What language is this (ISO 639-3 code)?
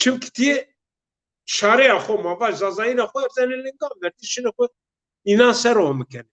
zza